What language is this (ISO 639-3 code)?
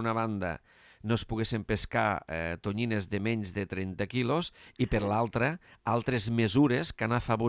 cat